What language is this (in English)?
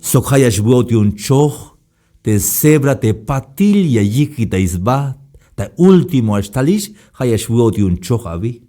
Tzeltal